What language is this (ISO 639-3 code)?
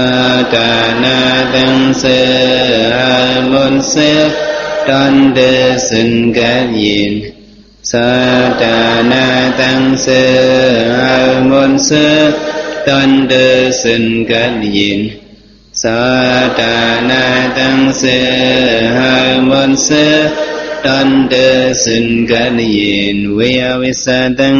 shn